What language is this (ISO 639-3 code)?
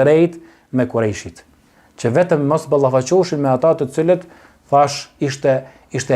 sqi